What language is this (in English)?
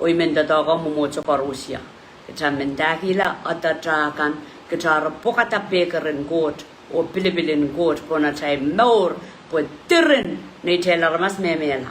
Pohnpeian